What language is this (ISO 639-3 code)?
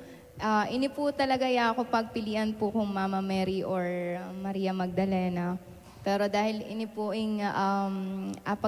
pam